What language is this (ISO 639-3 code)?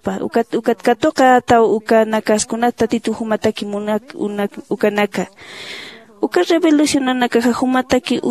aym